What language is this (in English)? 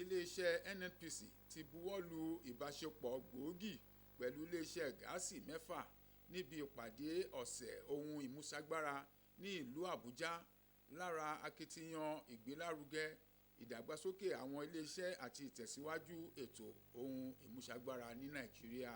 Yoruba